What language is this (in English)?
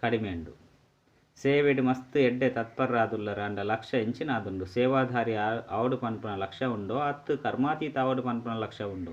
Tulu